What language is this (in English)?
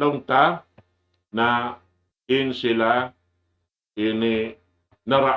Tausug